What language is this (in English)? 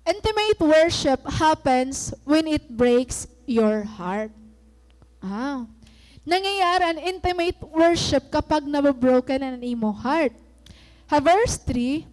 Waray